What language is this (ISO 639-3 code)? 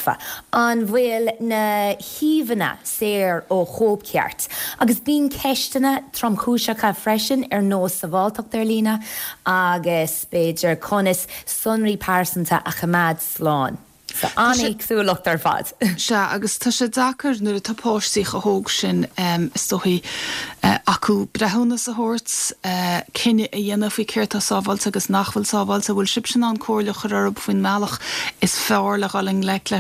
gle